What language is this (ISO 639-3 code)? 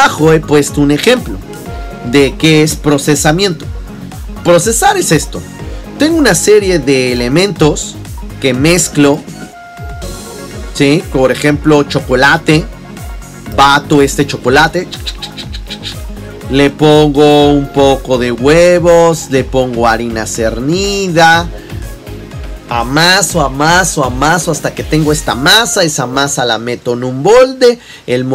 spa